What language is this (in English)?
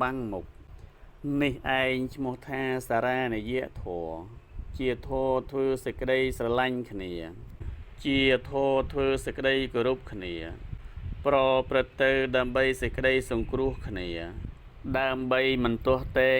Khmer